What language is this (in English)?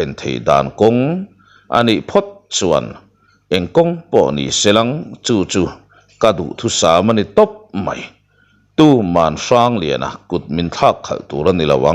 Mizo